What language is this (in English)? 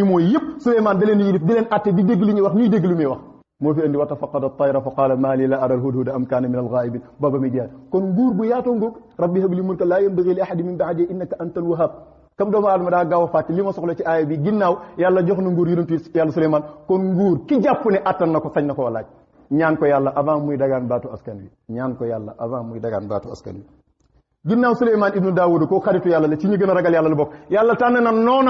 Wolof